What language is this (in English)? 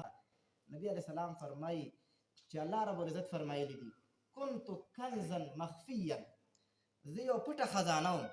Pashto